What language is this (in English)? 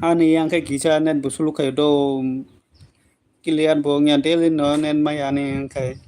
Kok Borok